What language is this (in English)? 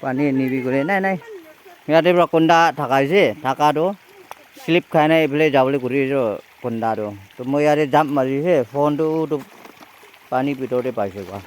Naga Pidgin